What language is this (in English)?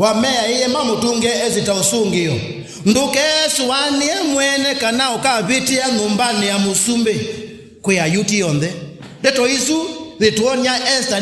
Kamba